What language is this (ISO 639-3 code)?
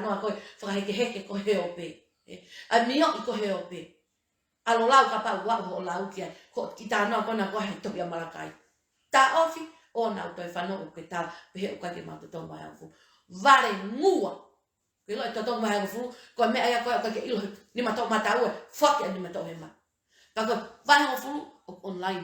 ton